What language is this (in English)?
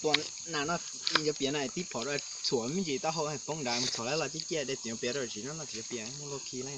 Hmong